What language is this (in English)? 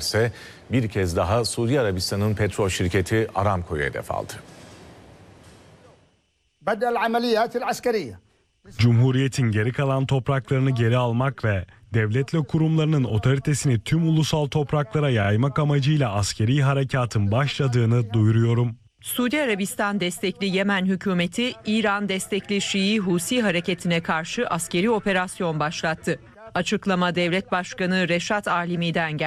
Turkish